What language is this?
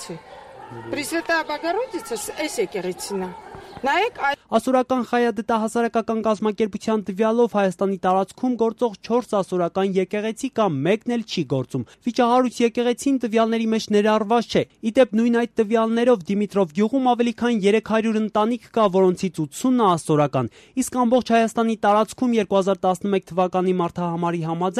Armenian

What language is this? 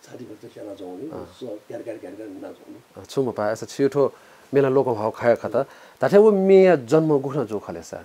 Newari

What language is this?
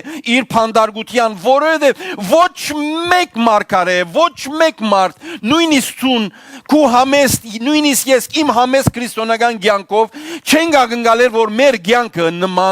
Western Armenian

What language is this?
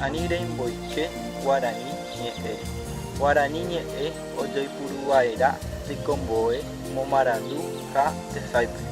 Guarani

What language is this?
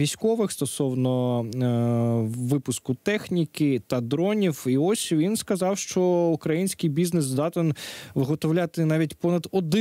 Ukrainian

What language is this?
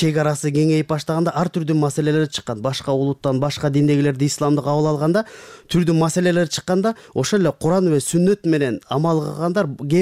Kyrgyz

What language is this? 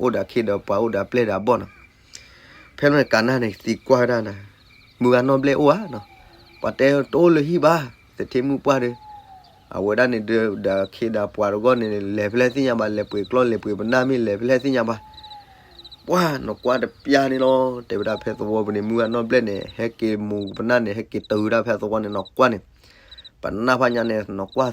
S'gaw Karen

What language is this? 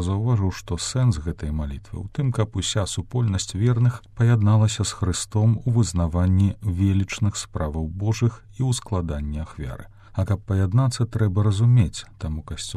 Belarusian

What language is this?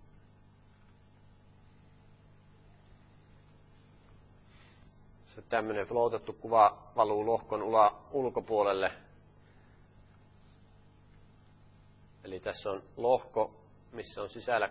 Finnish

